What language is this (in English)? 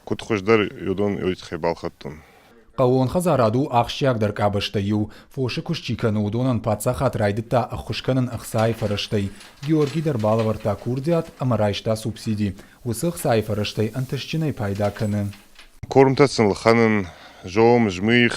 Ossetic